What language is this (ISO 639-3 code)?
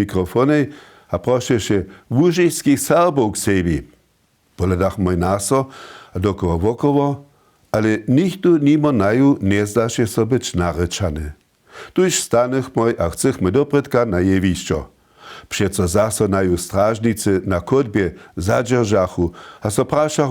hsb